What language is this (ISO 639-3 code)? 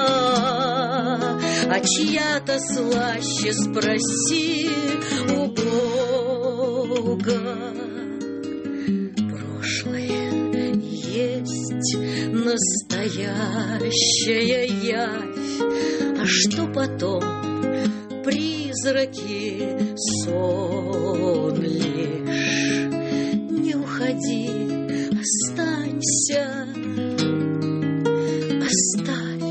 rus